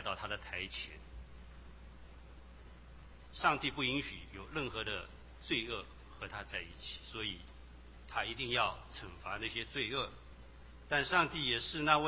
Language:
Chinese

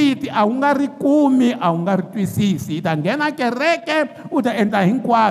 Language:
Tsonga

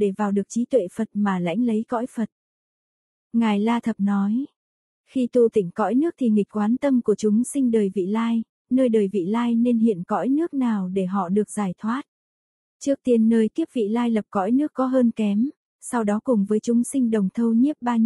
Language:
Vietnamese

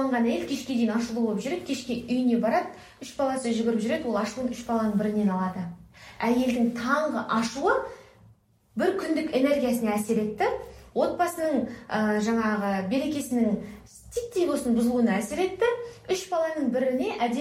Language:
Kazakh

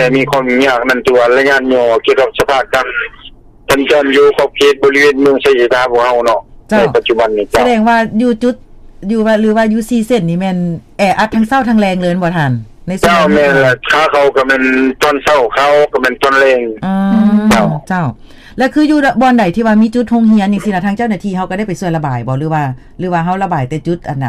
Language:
Lao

